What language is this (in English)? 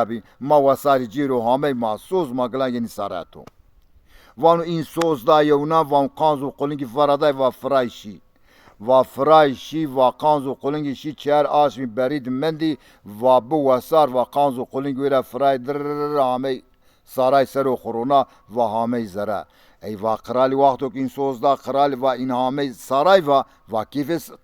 Zaza